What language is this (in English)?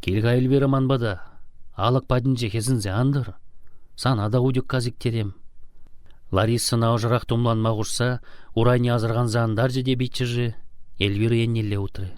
Chuvash